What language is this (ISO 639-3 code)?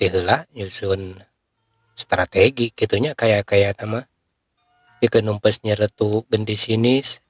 sun